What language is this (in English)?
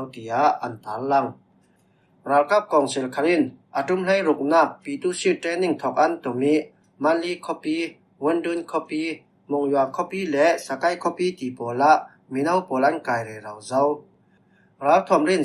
Falam Chin